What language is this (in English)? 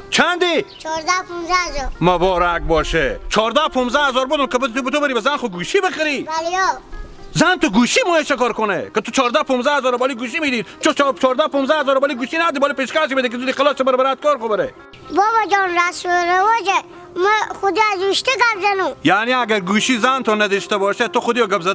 Hazaragi